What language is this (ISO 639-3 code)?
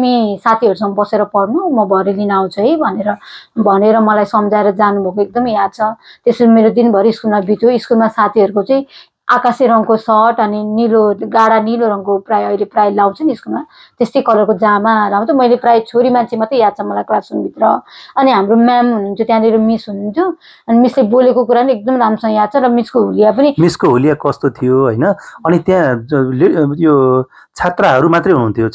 nep